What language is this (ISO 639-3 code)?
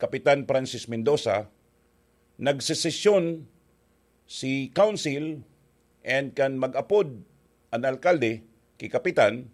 bik